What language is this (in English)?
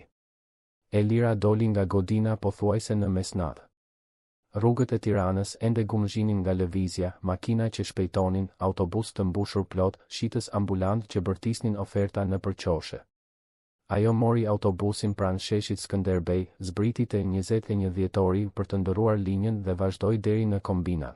Albanian